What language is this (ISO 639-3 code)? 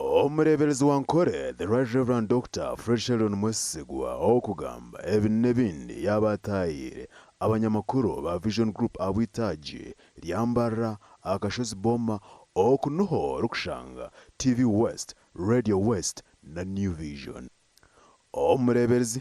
nyn